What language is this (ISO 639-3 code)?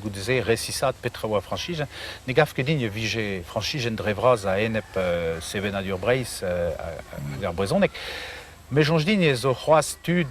bre